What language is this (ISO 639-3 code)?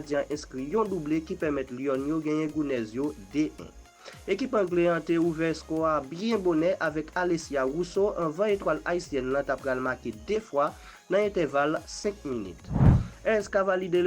hat